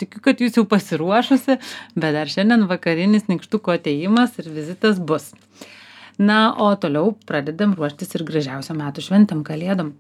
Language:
Lithuanian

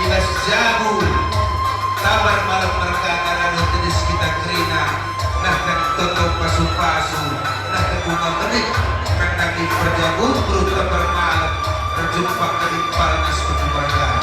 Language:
Batak Karo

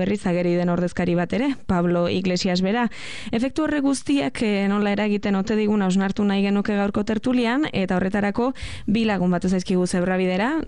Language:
Basque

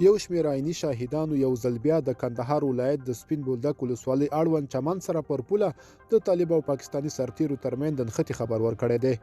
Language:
Pashto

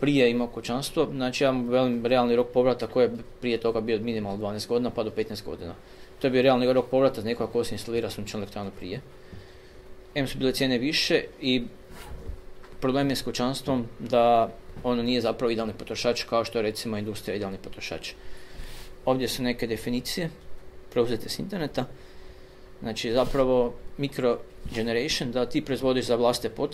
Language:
Croatian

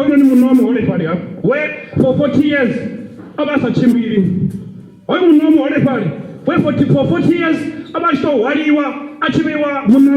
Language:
Venda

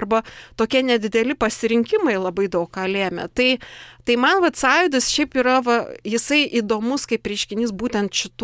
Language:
Lithuanian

